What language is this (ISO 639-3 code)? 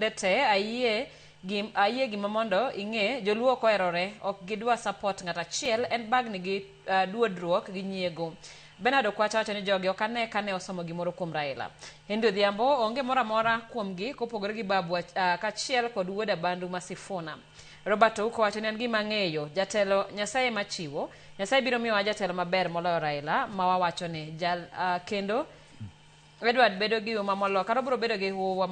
luo